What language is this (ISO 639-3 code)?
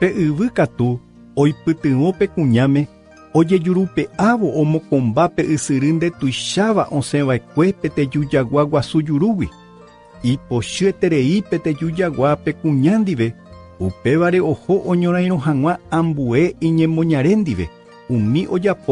grn